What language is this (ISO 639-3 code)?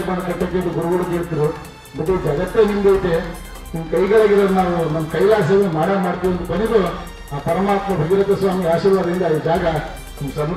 kan